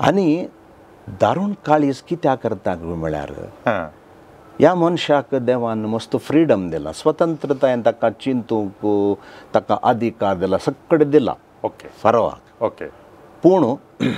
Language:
Konkani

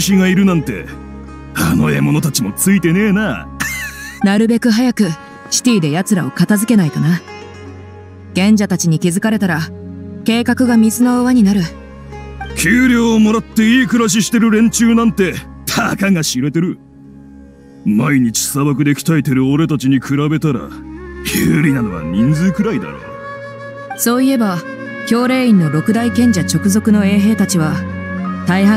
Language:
Japanese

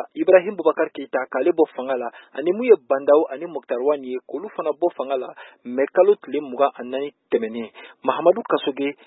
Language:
Bambara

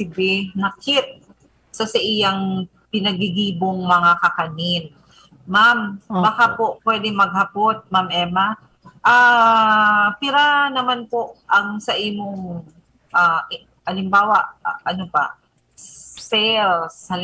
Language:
Bikol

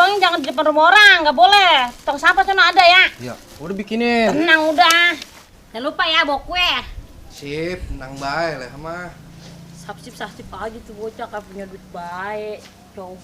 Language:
Betawi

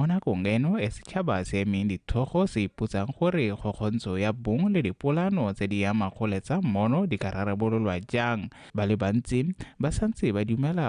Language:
Tswana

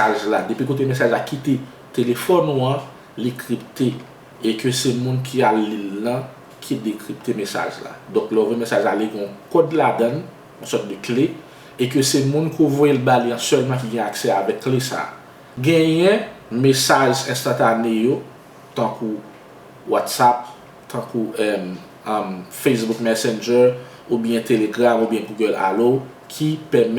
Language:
Haitian Creole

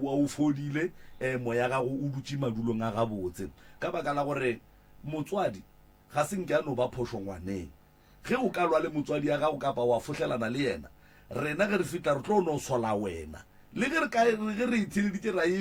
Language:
Northern Sotho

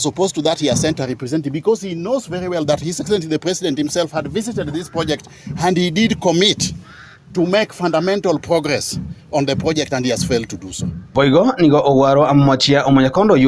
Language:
Gusii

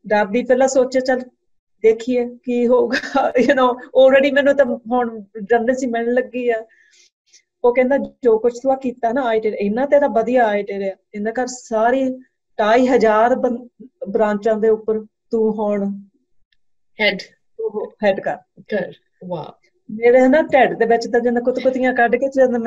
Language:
Punjabi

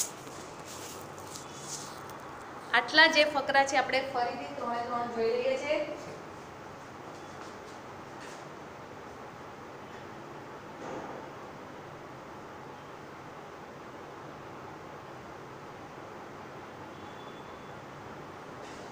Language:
Gujarati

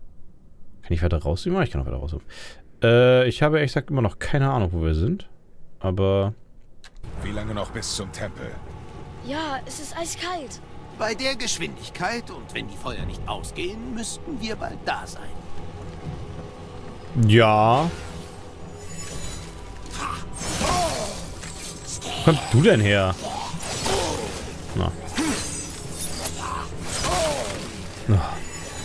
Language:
German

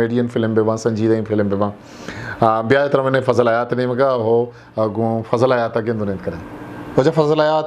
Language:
Eastern Balochi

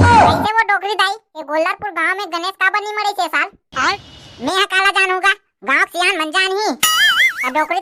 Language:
Chhattisgarhi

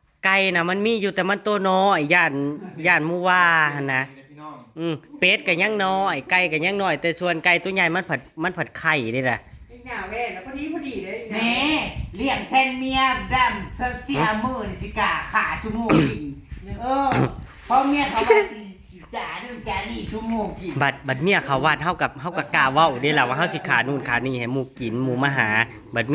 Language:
Northeastern Thai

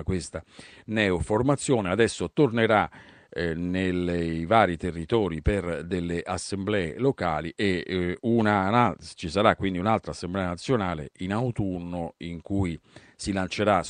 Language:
Italian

